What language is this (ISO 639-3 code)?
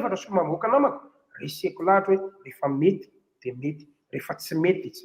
mlg